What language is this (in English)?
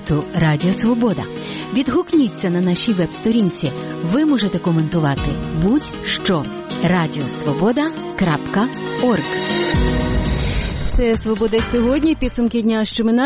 Ukrainian